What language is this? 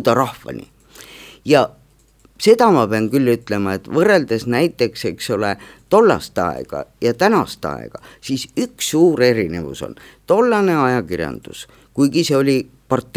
Estonian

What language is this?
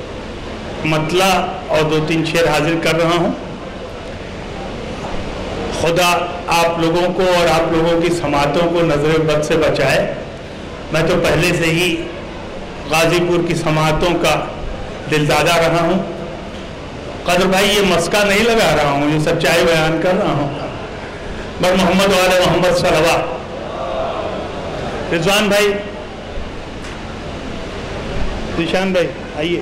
Urdu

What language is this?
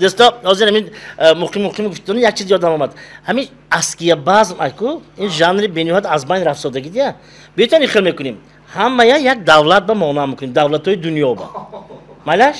Tajik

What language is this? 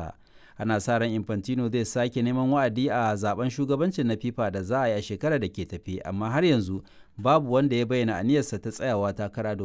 Hausa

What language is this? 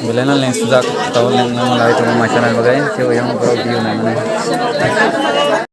Kok Borok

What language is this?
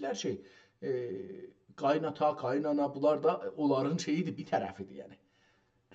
South Azerbaijani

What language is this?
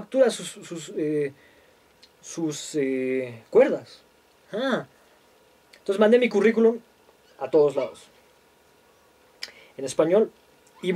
Spanish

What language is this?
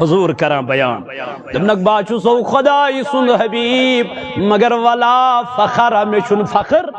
Kashmiri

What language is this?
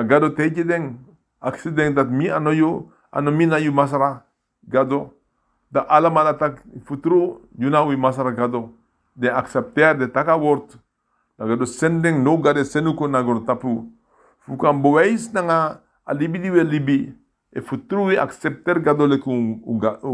Sranan Tongo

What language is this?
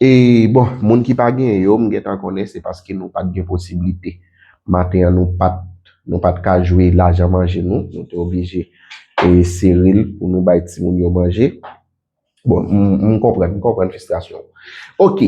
Haitian Creole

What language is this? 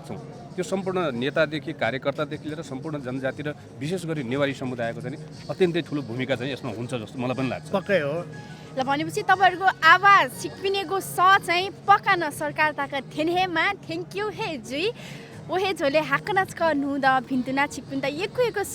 Newari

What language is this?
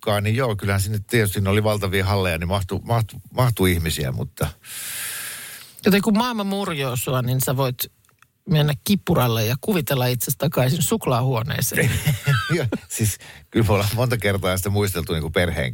Finnish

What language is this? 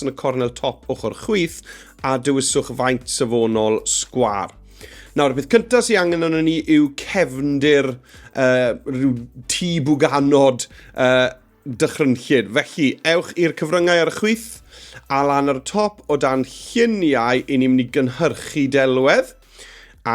Welsh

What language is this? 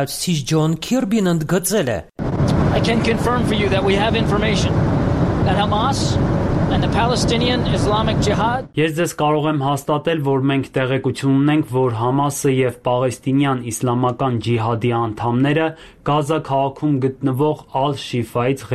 Armenian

